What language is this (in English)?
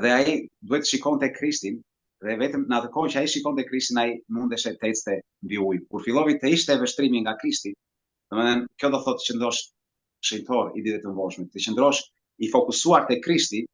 Albanian